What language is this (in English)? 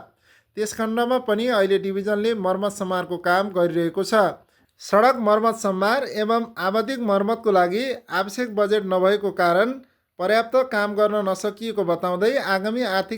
Nepali